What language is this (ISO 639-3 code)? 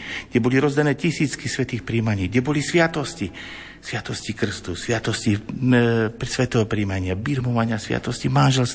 slk